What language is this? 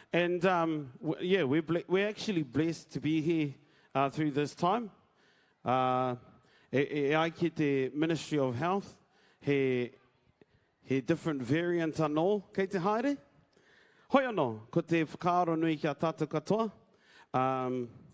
Māori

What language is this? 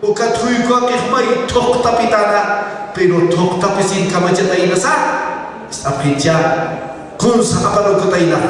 Aymara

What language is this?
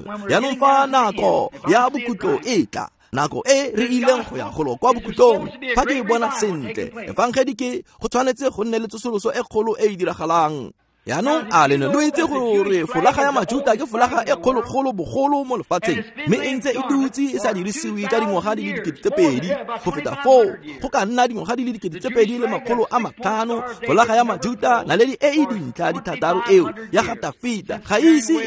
Tswana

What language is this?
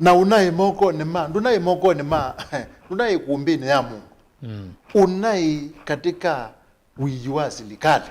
Kamba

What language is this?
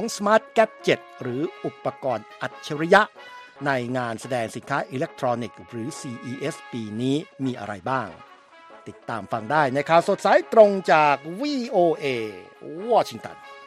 Thai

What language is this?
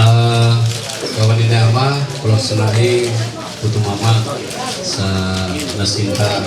Ma'anyan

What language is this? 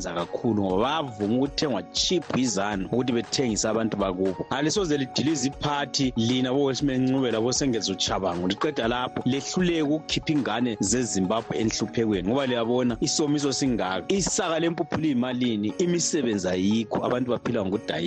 North Ndebele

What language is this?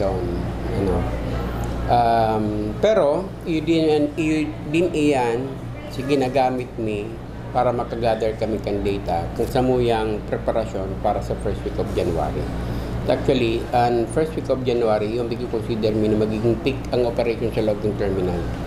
Bikol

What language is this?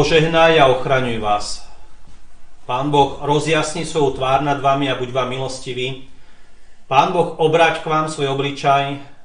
Slovak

